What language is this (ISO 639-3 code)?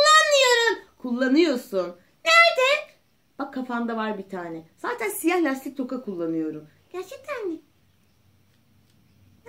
tur